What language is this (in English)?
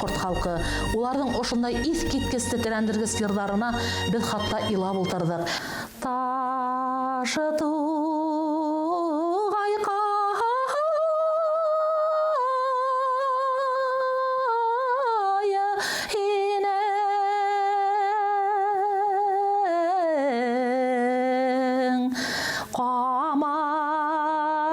Bashkir